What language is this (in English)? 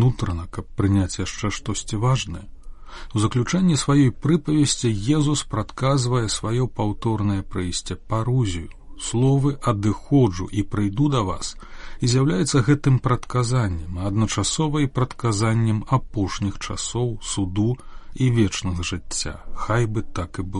Belarusian